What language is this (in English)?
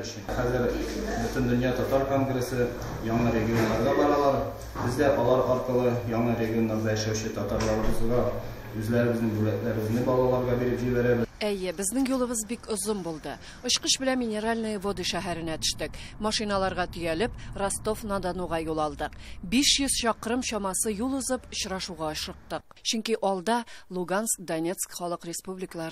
Tatar